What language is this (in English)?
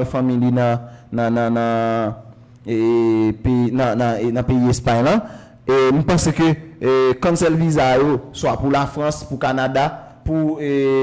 Haitian Creole